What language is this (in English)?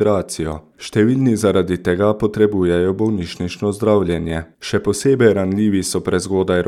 Slovenian